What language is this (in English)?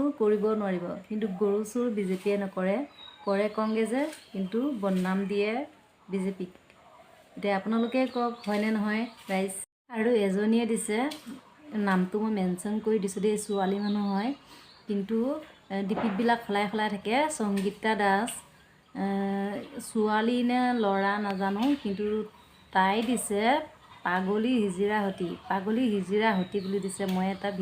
Assamese